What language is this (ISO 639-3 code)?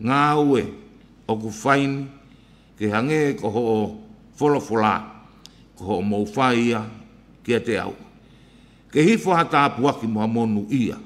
ton